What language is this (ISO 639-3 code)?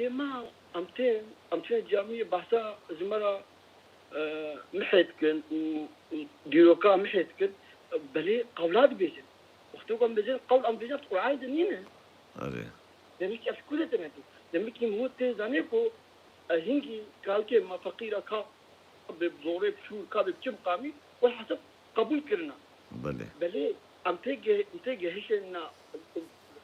kur